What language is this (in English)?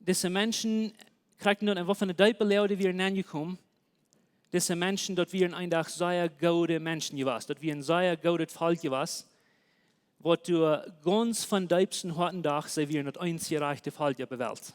Plautdietsch